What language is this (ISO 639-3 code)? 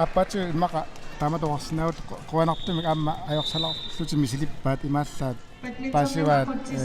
kal